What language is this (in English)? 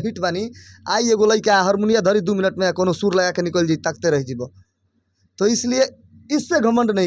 Bhojpuri